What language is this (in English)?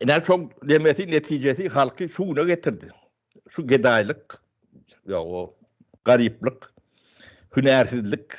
Turkmen